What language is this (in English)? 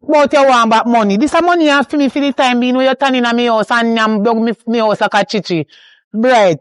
Jamaican Creole English